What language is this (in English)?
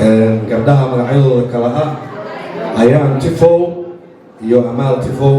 Somali